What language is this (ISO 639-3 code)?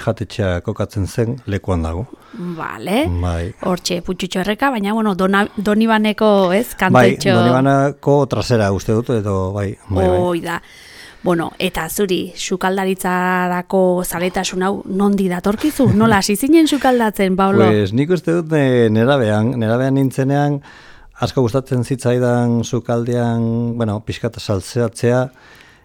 eus